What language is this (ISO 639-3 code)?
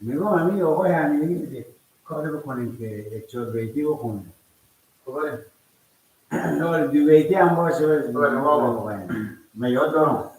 fas